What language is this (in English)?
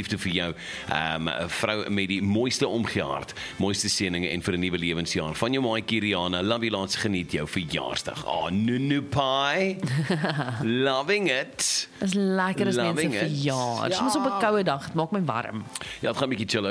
Afrikaans